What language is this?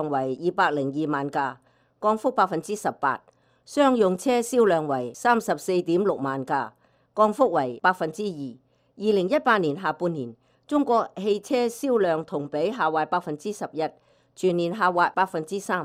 Cantonese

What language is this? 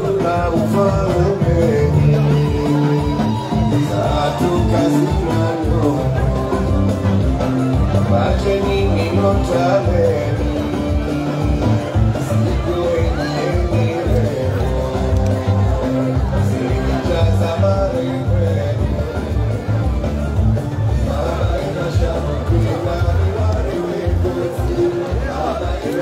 Swahili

